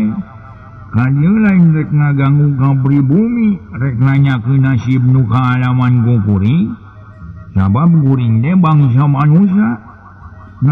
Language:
Sundanese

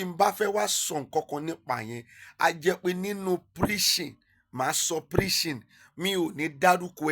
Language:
Yoruba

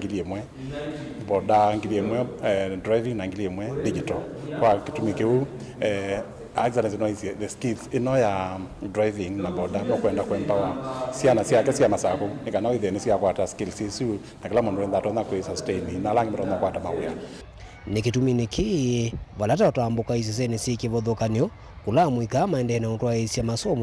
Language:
Kamba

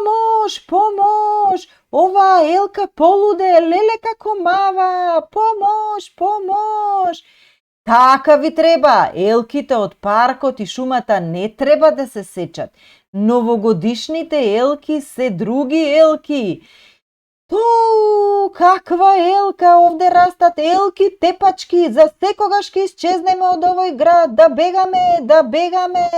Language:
Macedonian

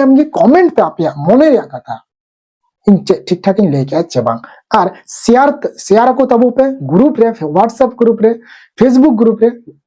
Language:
Santali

